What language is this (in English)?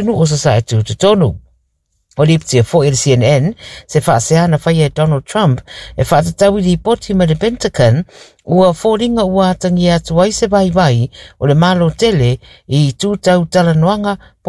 Samoan